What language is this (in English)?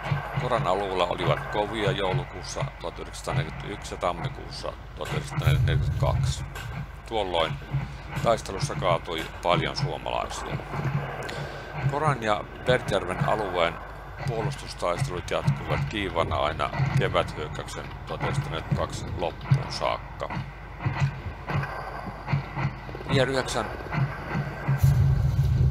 Finnish